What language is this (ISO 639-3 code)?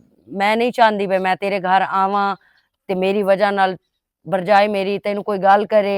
lah